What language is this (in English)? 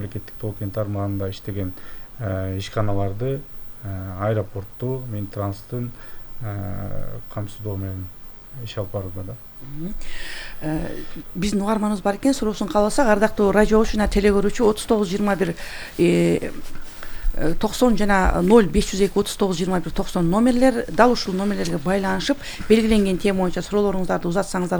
Kyrgyz